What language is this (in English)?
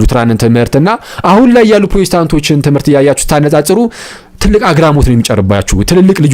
Amharic